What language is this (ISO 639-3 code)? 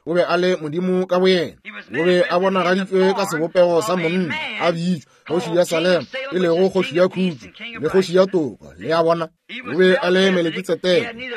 nso